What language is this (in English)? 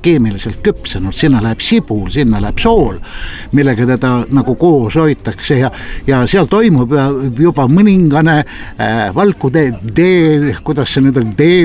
Estonian